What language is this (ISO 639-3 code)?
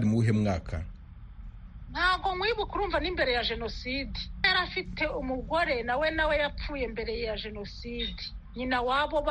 kin